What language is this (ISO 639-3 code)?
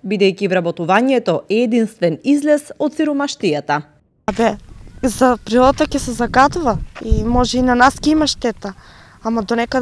mkd